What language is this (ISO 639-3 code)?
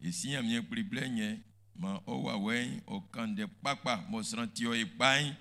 bci